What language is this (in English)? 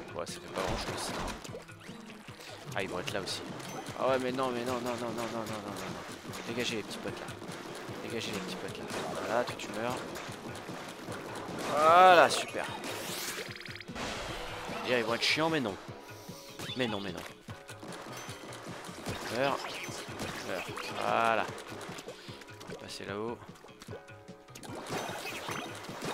French